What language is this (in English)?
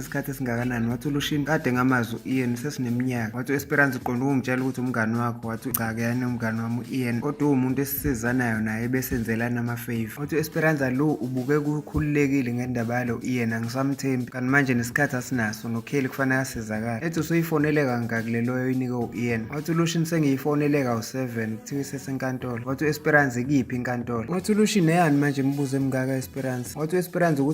Zulu